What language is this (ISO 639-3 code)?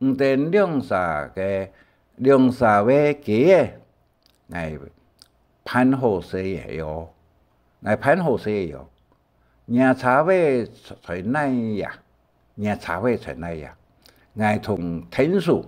hak